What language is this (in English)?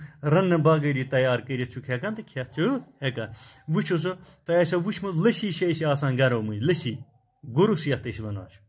Kashmiri